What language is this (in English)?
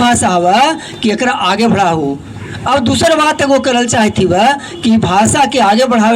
Magahi